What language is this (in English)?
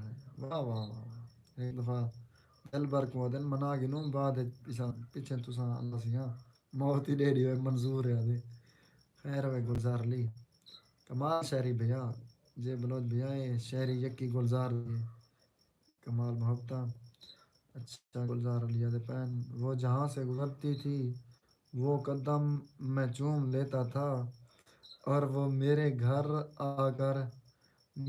Saraiki